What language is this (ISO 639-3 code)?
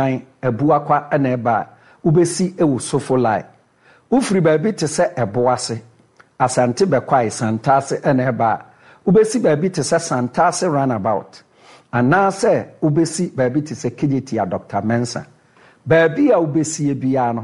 aka